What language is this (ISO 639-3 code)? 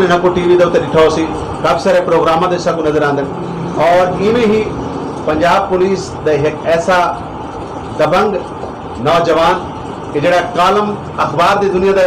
skr